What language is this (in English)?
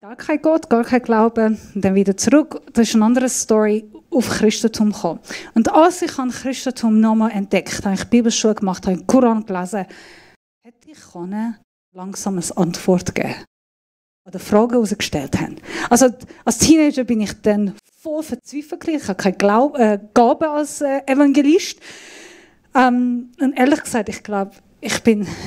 Swiss German